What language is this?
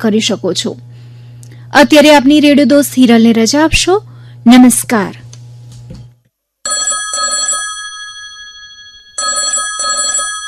Gujarati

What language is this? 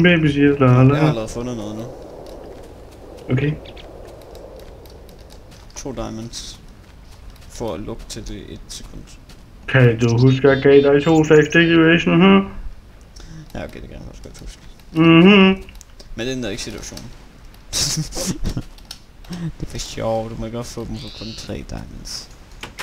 Danish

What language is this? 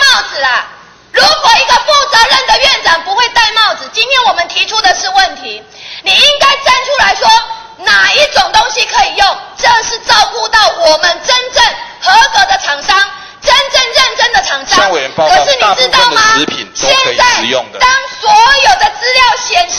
Chinese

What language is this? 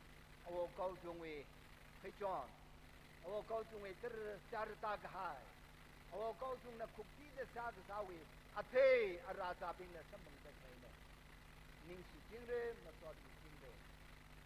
Tangkhul Naga (India)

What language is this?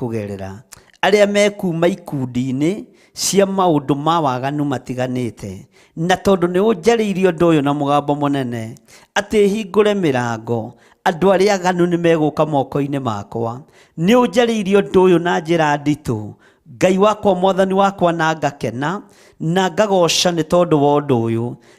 Kikuyu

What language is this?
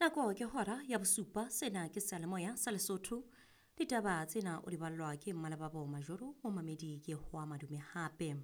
Southern Sotho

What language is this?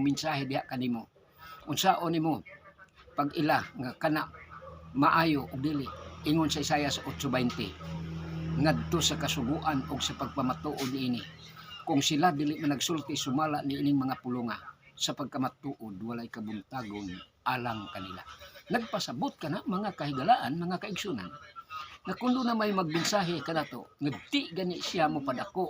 Cebuano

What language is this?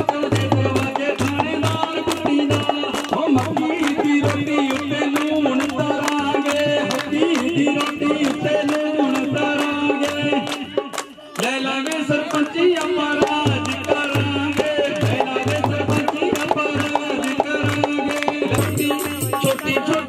Punjabi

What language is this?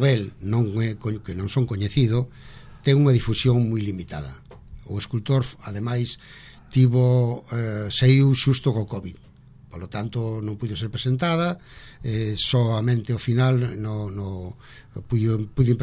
Galician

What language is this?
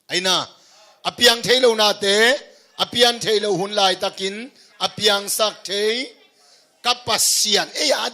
Tedim Chin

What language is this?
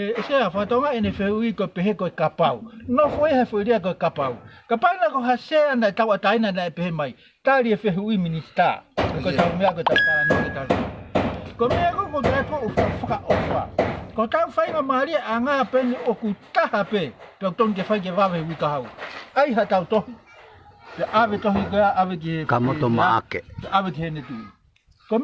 Tongan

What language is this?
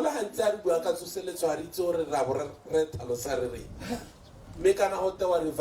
Tswana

